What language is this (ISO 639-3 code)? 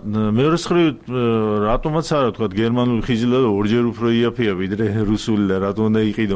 kat